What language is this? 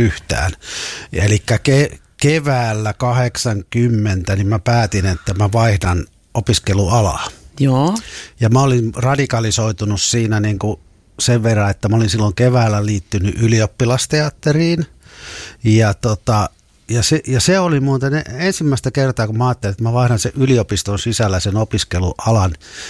Finnish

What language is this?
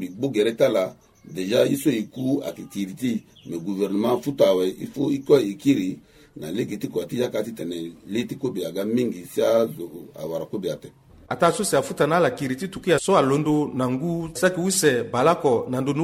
Sango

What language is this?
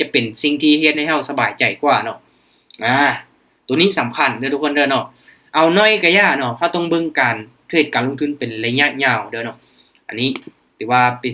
Lao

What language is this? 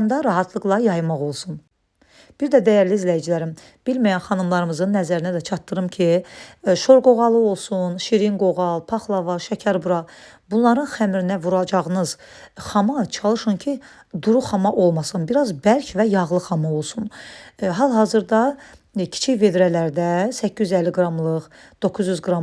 Azerbaijani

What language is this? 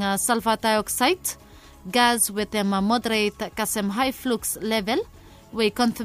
Bislama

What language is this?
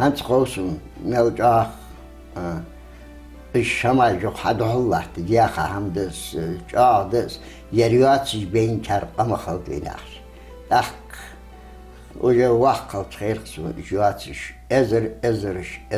Ingush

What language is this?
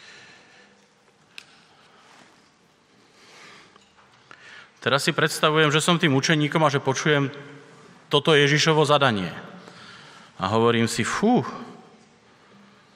Slovak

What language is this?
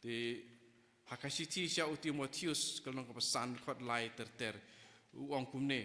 Khasi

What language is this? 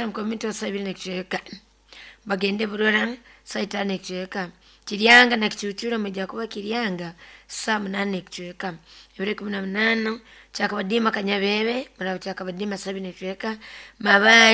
Nyoro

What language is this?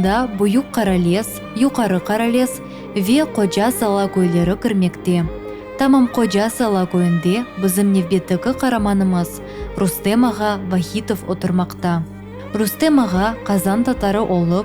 Crimean Tatar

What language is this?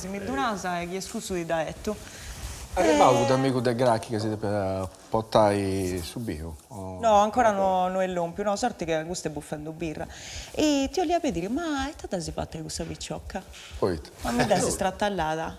Sardinian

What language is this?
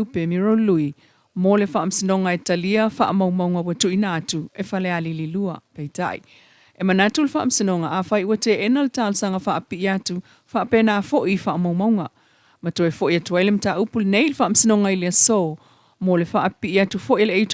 Samoan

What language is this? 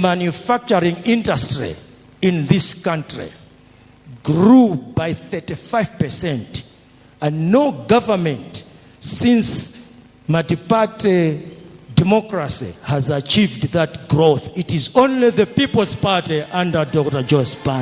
Nyanja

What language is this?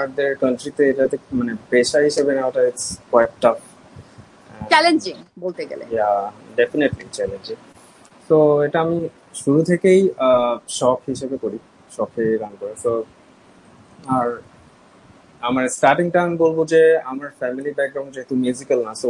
Bangla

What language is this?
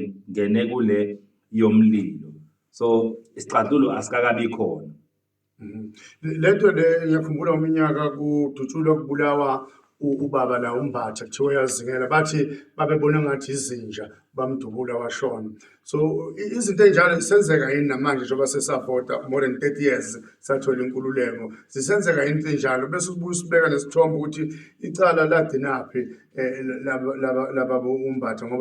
Zulu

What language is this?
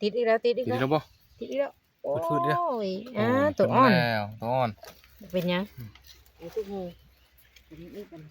Northeastern Thai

